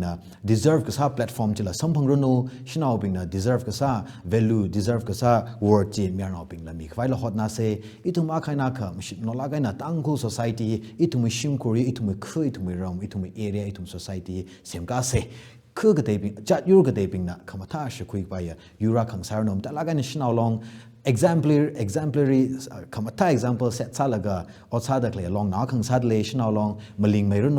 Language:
Tangkhul Naga (India)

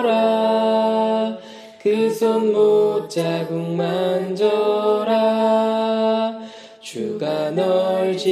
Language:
Korean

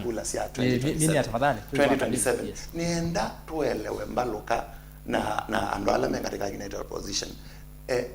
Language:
Kamba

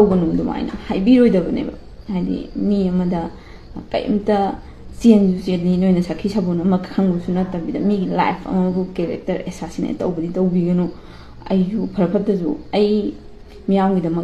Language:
Manipuri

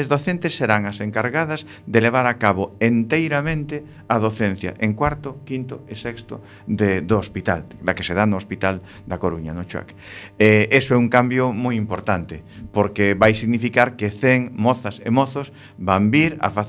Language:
Galician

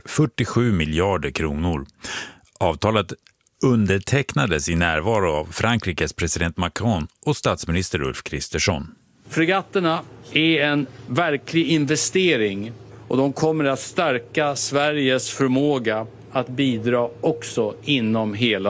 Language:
Swedish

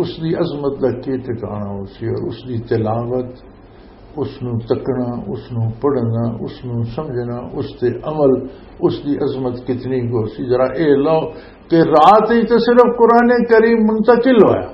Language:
Western Panjabi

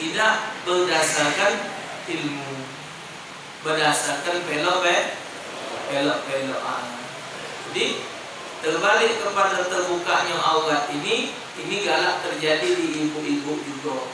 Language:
Musi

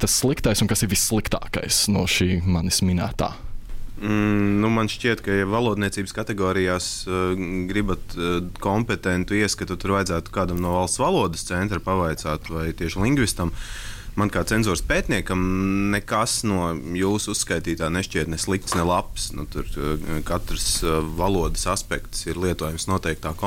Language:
Latvian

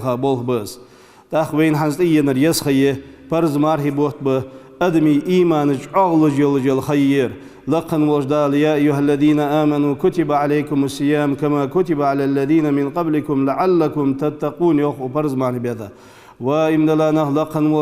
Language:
Ingush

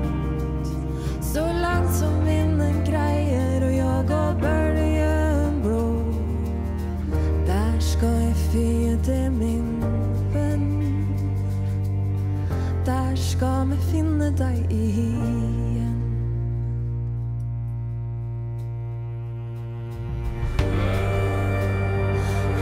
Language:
Norwegian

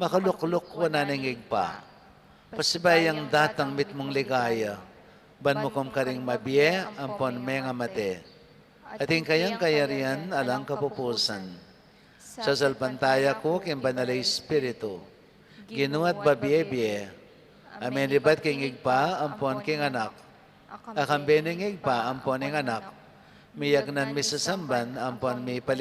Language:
Pampanga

